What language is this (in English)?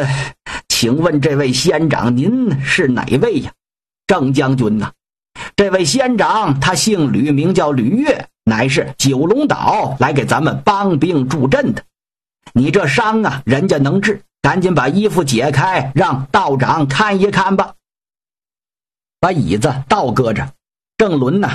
Chinese